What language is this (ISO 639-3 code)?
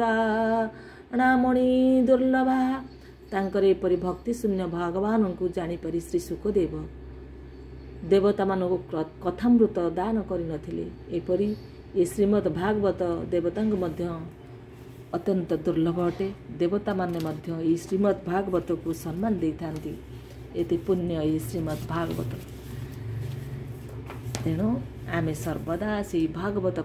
ori